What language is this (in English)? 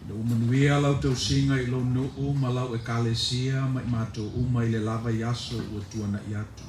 Samoan